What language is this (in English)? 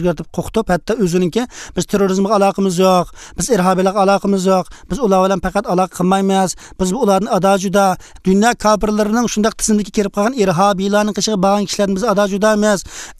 Uyghur